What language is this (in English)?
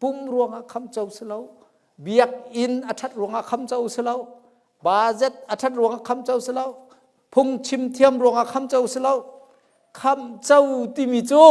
Hakha Chin